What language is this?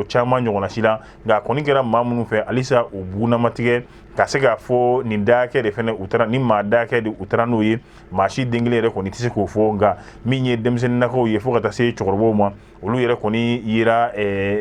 Bambara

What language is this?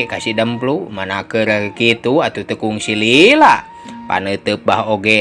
Sundanese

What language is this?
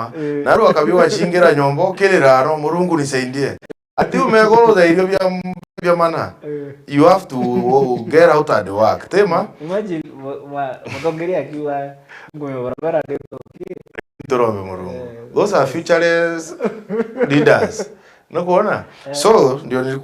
Meru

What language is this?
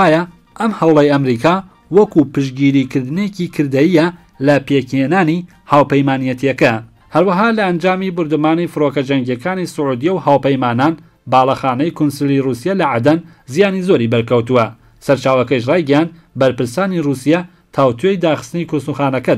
Central Kurdish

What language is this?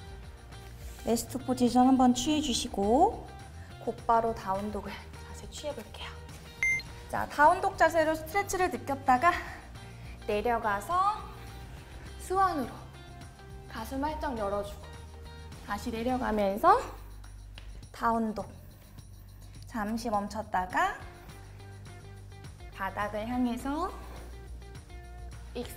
Korean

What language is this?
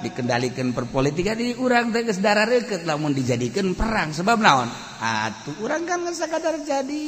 Sundanese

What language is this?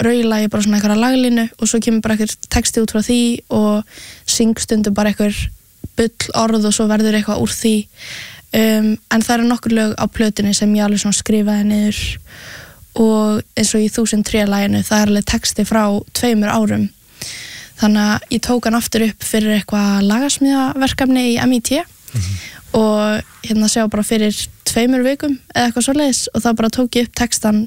Icelandic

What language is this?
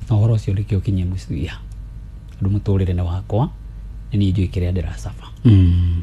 Kikuyu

